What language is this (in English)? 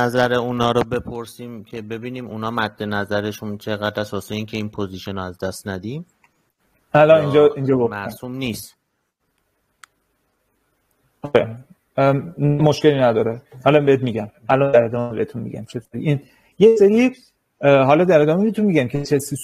Persian